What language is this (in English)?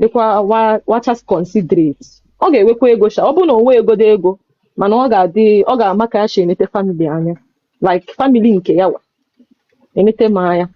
Igbo